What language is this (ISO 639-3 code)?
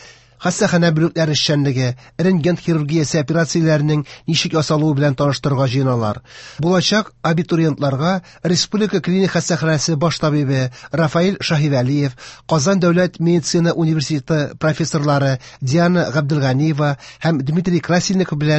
tat